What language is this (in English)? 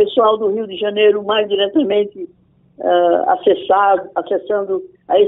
Portuguese